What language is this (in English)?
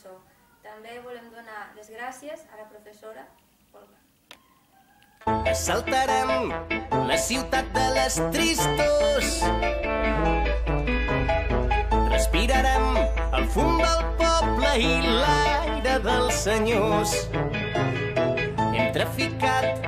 Catalan